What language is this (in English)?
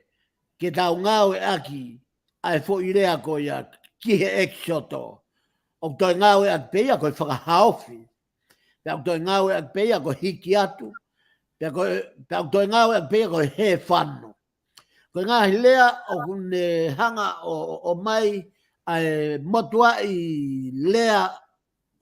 Tongan